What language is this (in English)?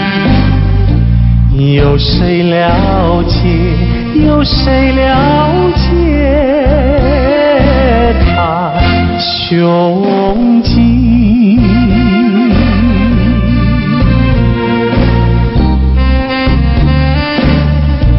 Chinese